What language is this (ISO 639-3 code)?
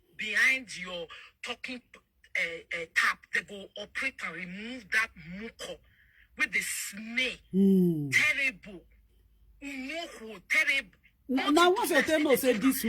pcm